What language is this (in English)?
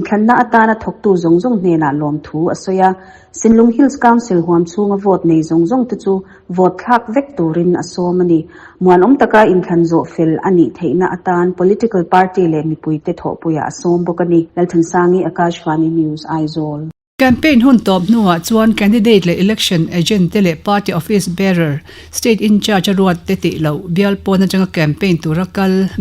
Mizo